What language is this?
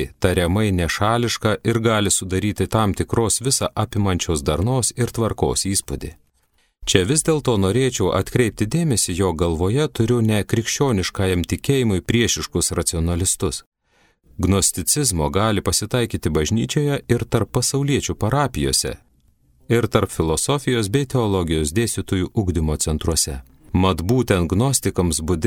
Lithuanian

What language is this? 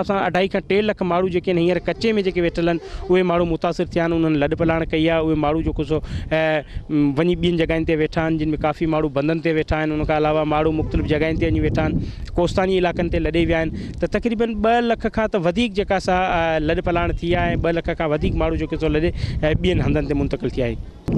Sindhi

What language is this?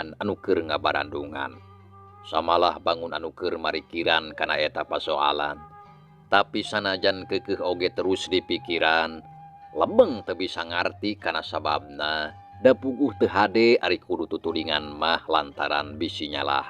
Sundanese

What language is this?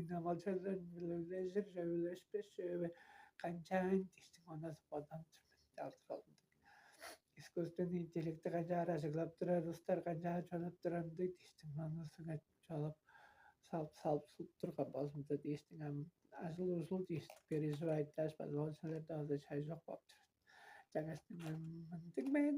Tuvinian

